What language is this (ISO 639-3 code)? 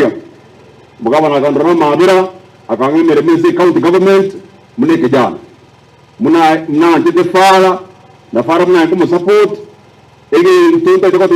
guz